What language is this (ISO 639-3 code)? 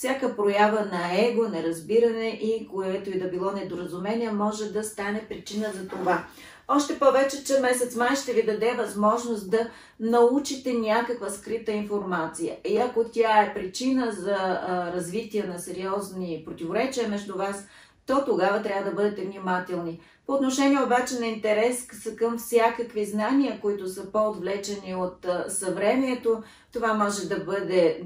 bul